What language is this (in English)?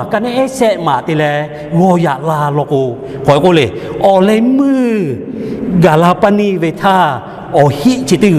Lahu